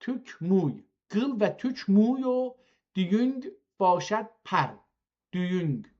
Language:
South Azerbaijani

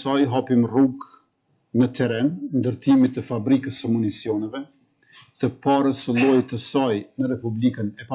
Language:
Albanian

